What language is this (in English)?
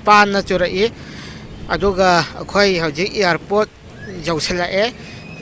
Manipuri